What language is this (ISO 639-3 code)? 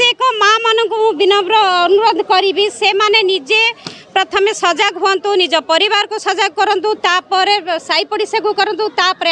ori